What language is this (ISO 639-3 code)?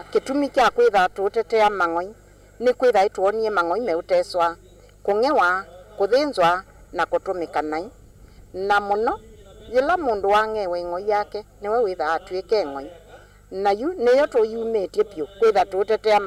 kam